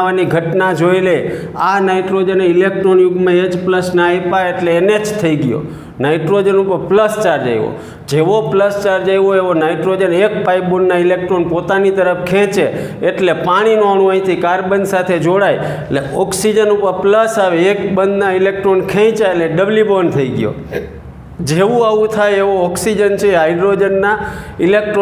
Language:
Gujarati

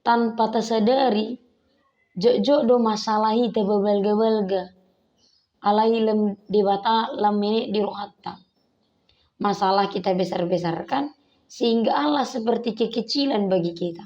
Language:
Batak Toba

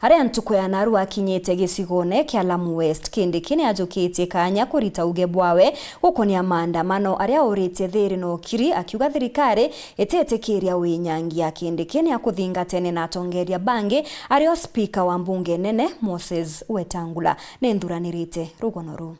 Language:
Meru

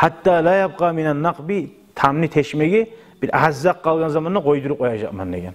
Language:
Kumyk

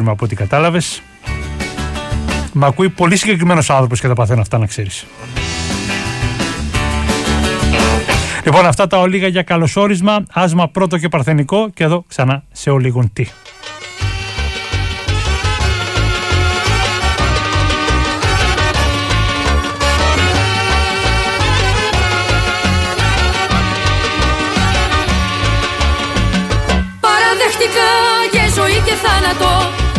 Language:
Greek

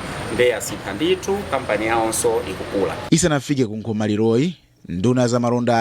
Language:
Nyanja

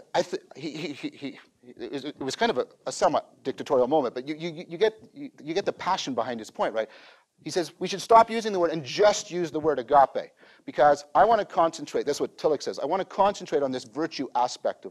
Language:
English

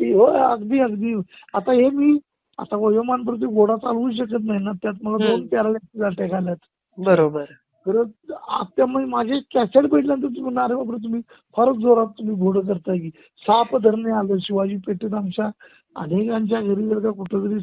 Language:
Marathi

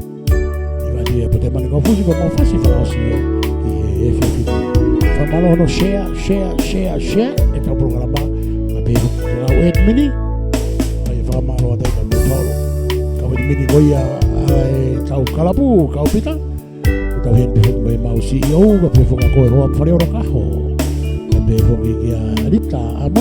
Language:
Tongan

